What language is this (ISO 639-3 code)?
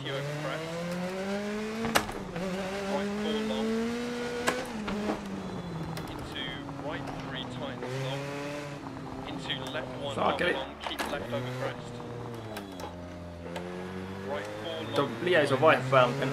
fin